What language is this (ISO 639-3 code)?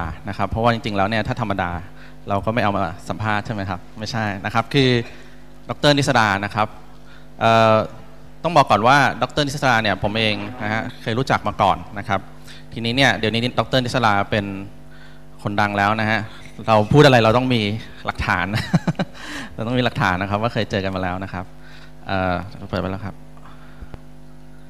tha